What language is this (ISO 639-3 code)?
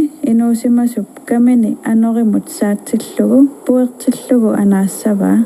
kal